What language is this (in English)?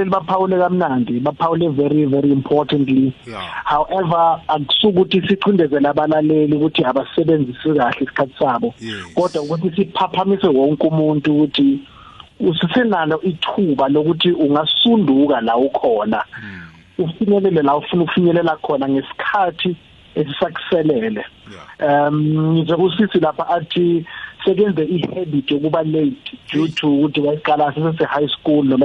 South Ndebele